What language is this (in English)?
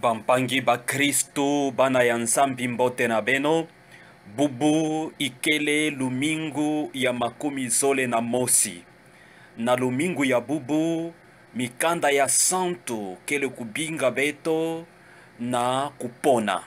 Kituba (Democratic Republic of Congo)